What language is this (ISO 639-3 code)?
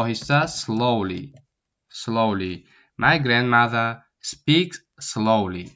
tgk